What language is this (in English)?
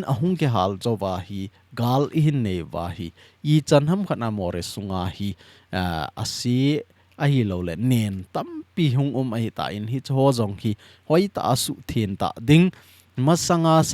Thado Chin